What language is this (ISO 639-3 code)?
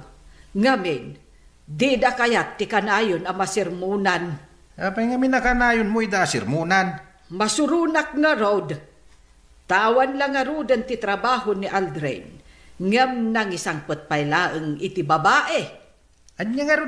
ilo